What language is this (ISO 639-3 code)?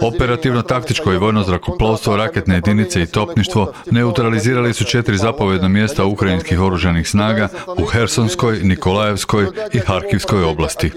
hrv